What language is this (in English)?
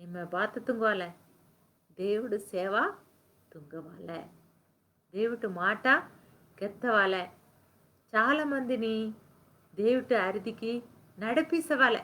Koya